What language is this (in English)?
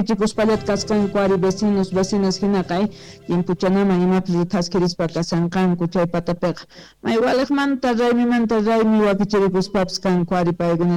Quechua